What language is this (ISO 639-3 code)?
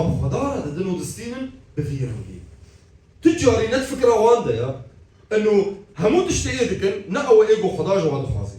kur